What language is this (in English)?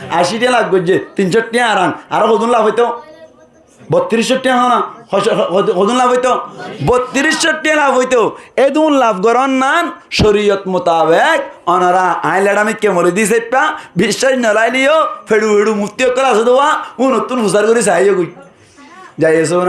Rohingya